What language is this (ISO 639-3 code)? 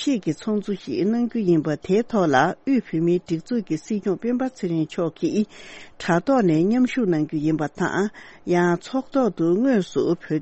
bod